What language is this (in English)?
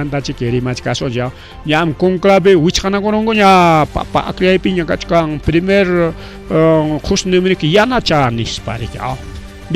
Ayacucho Quechua